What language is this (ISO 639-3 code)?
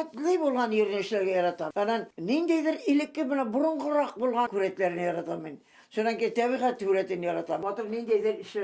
bak